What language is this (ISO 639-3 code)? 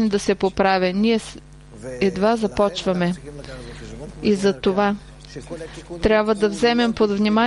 bul